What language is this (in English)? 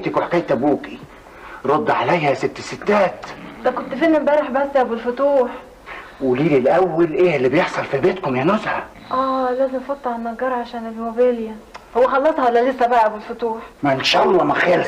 Egyptian Arabic